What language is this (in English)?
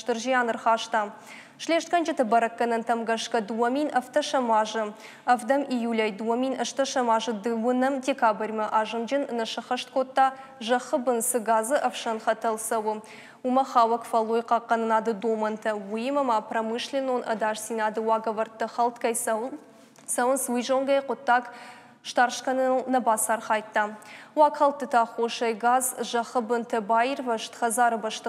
Ossetic